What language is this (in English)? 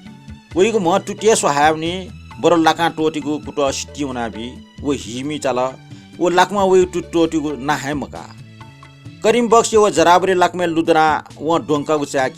Newari